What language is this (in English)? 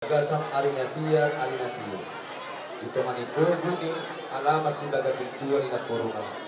Batak Toba